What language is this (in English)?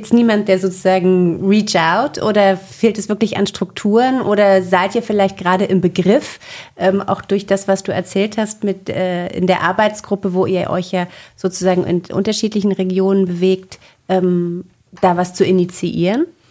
German